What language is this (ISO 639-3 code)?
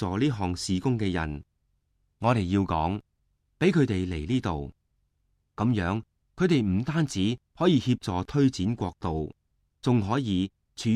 yue